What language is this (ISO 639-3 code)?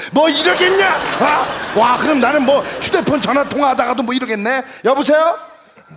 kor